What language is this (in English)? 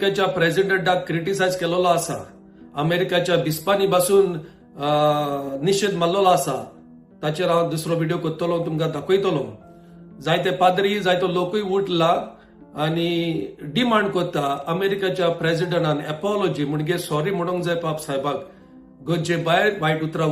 Konkani